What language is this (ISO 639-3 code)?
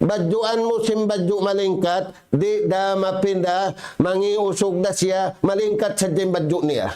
tsg